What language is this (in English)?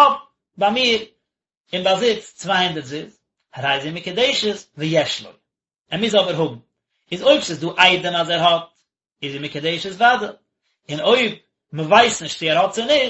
Yiddish